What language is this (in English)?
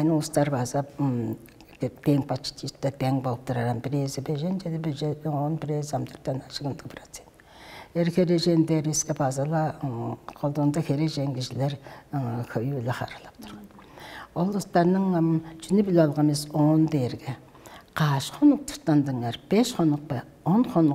Tuvinian